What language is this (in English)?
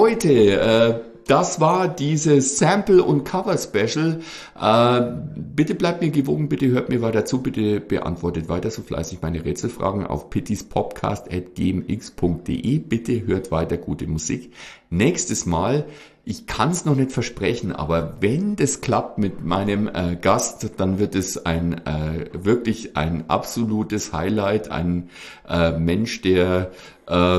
German